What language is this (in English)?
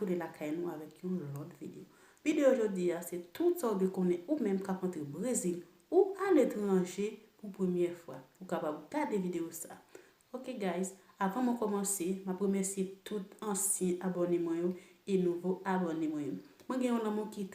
Haitian Creole